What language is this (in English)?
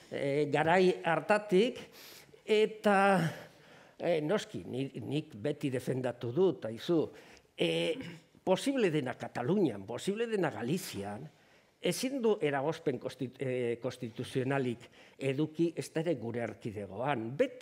Basque